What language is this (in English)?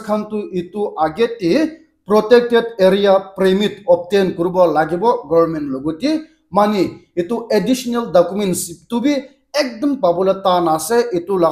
Naga Pidgin